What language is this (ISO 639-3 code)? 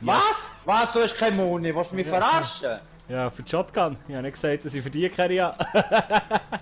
gsw